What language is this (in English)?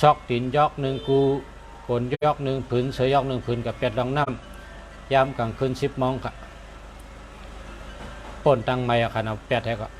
Shan